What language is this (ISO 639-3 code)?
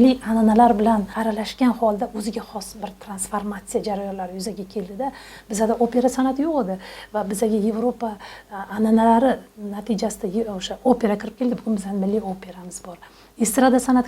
uzb